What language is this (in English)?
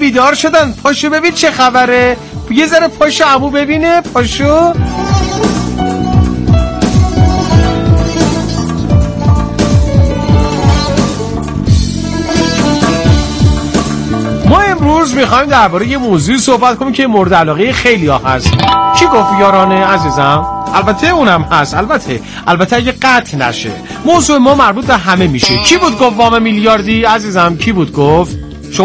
Persian